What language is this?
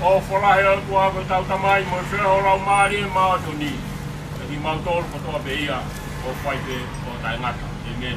Tongan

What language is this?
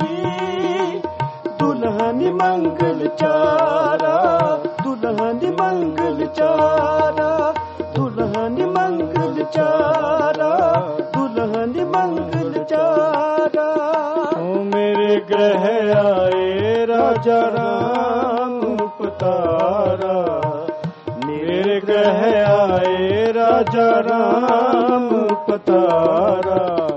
Punjabi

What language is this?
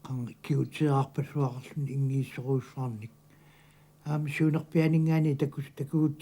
Kalaallisut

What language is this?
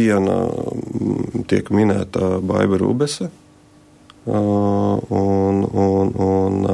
Latvian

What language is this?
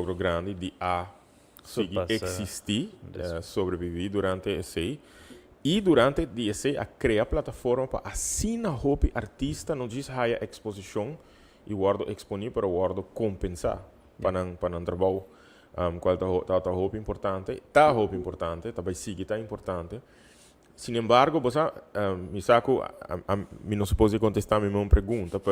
Papiamento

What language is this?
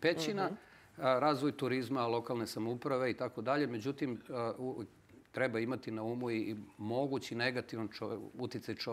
Serbian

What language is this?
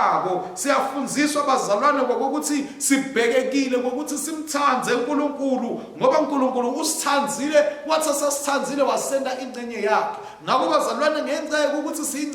Swati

